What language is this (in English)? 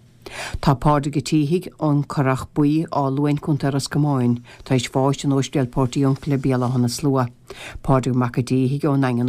Irish